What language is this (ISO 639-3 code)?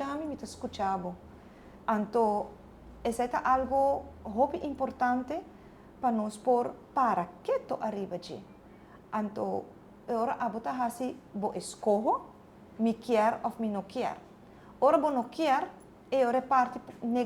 pap